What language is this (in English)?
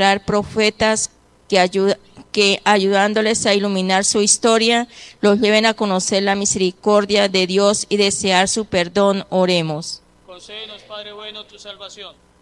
Spanish